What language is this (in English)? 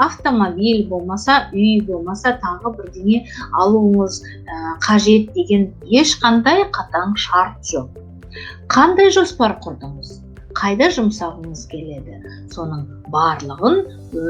Kazakh